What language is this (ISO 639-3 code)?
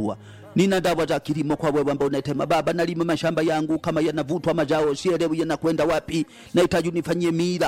swa